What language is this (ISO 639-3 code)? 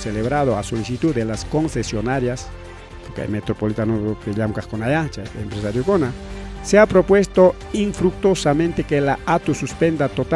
quy